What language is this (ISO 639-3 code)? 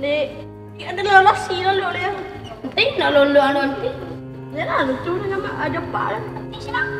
min